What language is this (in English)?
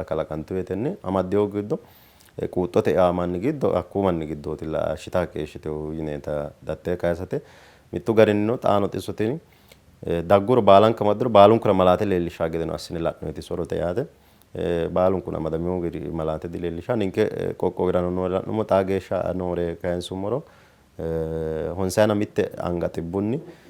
Sidamo